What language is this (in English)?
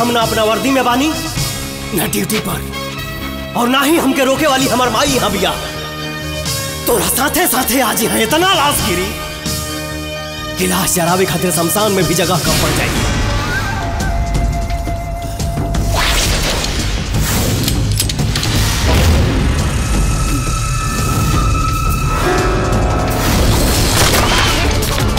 Bhojpuri